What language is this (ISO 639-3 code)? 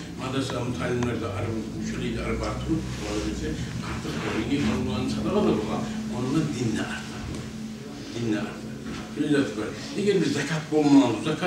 kum